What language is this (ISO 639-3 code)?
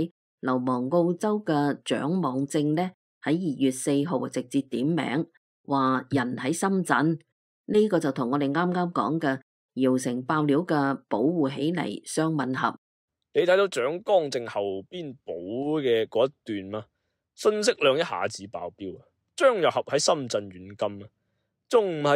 yue